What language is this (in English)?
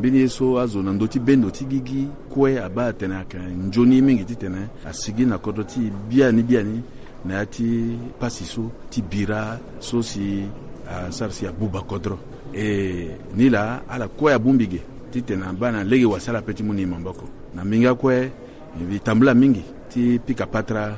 Sango